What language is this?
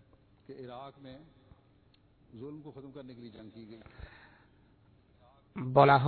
Bangla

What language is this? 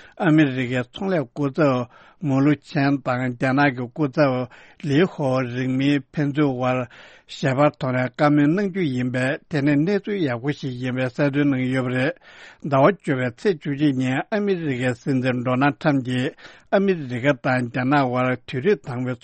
Tibetan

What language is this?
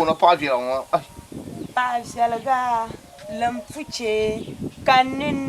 Dagbani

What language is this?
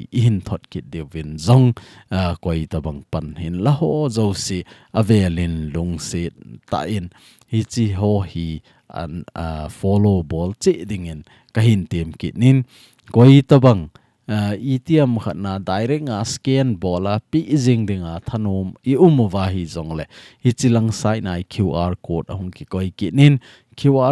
Thado Chin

